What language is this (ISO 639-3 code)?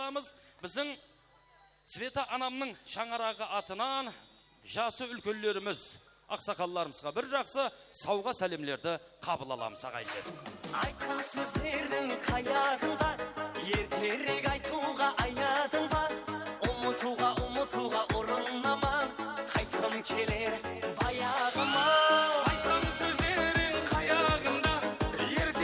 kaa